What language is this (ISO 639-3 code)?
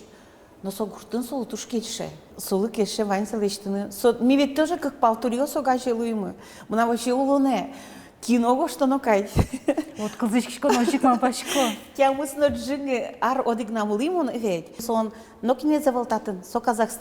udm